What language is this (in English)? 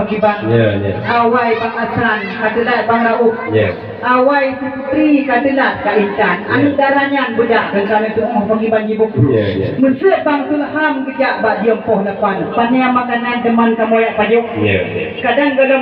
Achinese